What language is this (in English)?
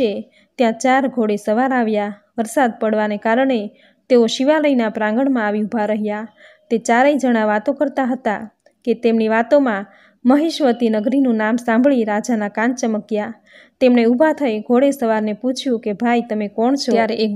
Gujarati